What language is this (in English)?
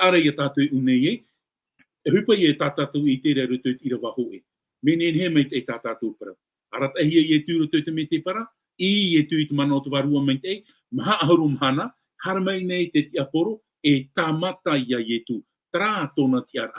Tahitian